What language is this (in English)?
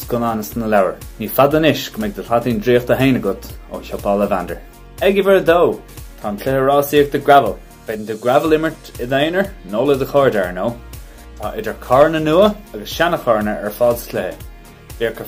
Irish